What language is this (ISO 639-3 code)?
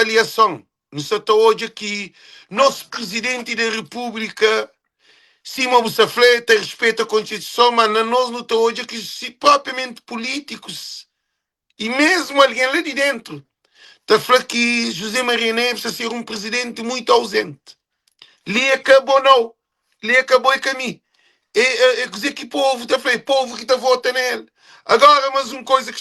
kea